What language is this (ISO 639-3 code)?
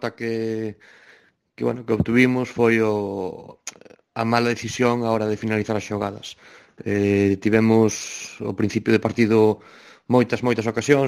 glg